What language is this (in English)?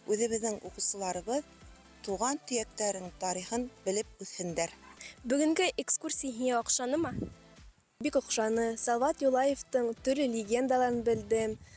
Bashkir